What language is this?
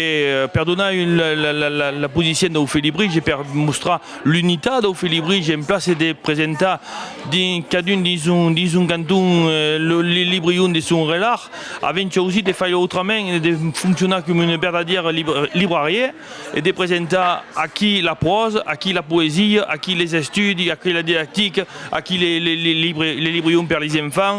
Occitan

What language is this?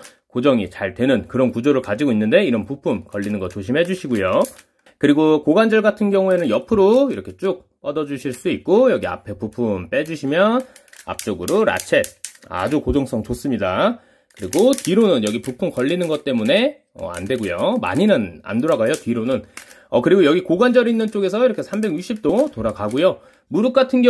Korean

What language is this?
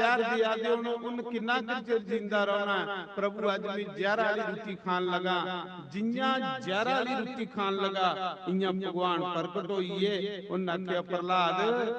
Dogri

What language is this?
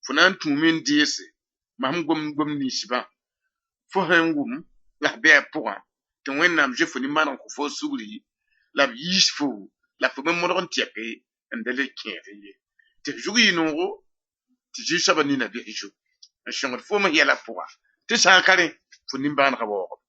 Mossi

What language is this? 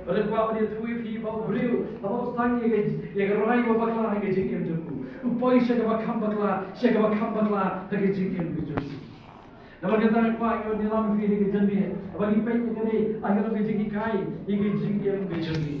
Khasi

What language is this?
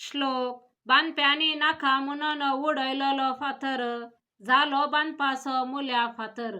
Konkani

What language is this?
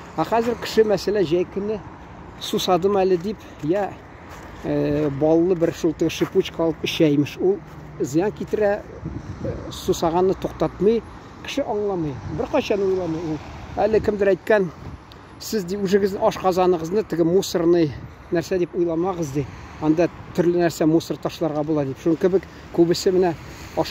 Tatar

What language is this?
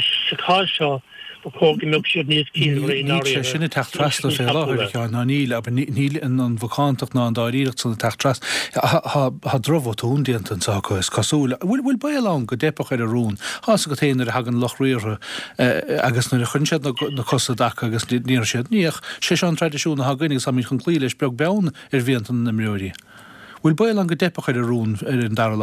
Irish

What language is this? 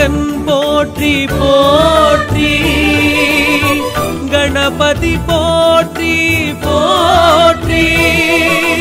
Tamil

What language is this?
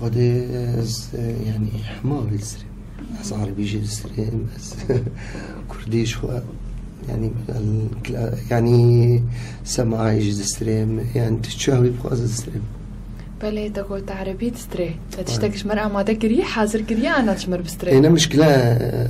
Kurdish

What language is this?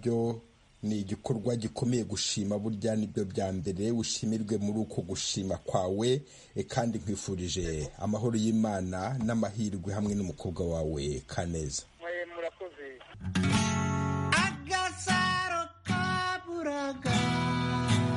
Kinyarwanda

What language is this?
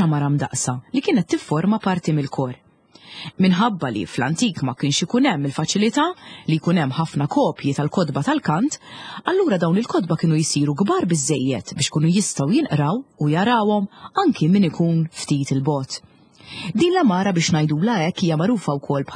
Maltese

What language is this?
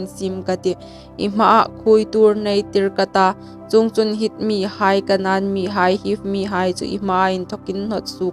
Hmar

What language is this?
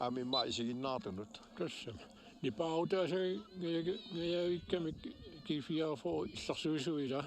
Kalaallisut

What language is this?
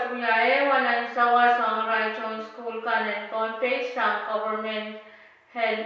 Pohnpeian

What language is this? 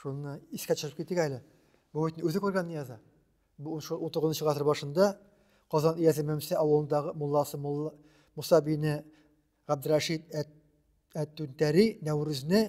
Tatar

